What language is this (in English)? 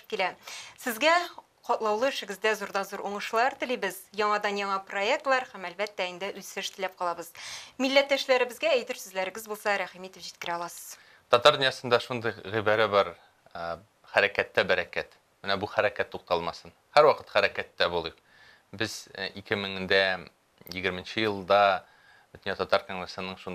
Tatar